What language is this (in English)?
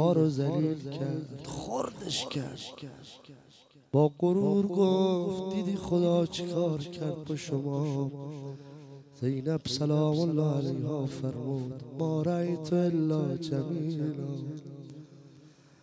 Persian